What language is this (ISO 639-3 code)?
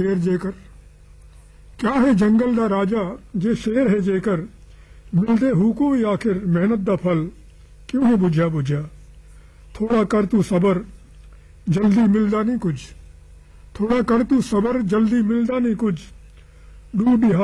pan